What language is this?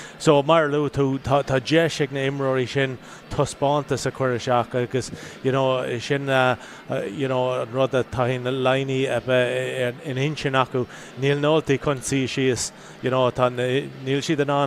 Irish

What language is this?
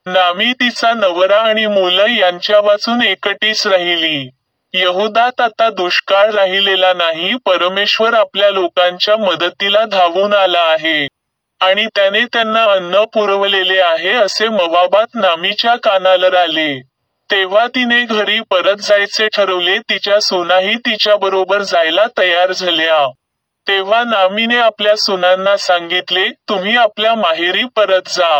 Marathi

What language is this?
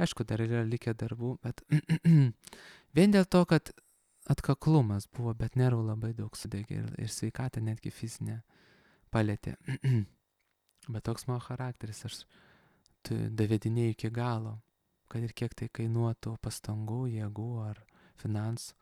Lithuanian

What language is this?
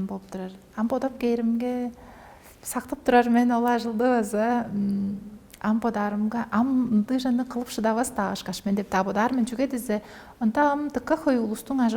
Tuvinian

